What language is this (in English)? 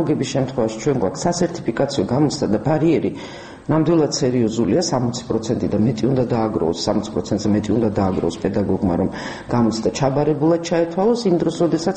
Georgian